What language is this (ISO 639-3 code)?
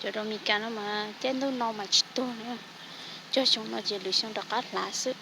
hmn